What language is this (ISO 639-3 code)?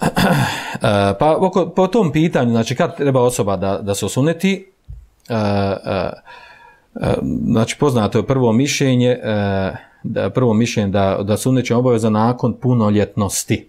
bos